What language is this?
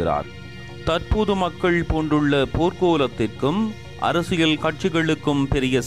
Tamil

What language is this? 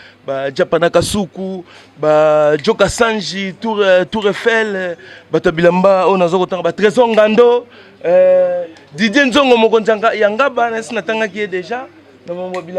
Lingala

